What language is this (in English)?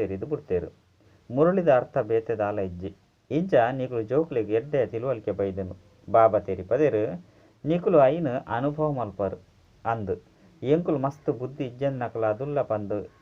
Tulu